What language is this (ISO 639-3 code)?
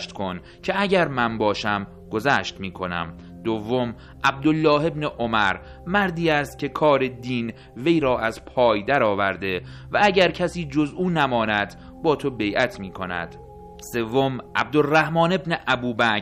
fas